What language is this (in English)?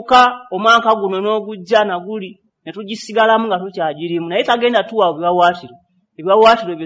Ganda